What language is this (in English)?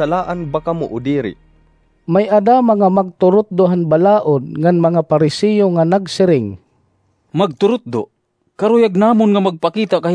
Waray